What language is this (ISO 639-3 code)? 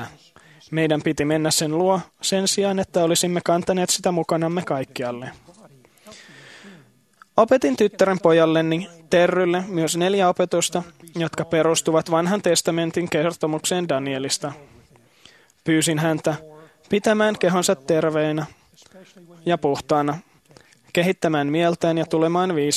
fin